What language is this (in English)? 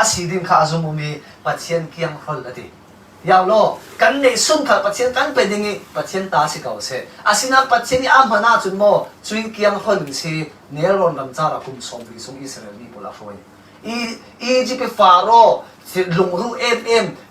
Falam Chin